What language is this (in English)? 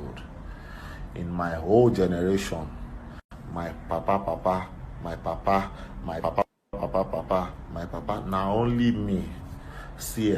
Nigerian Pidgin